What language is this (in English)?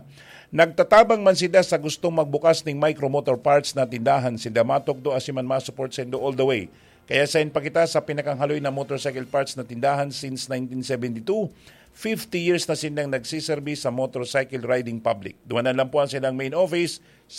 Bikol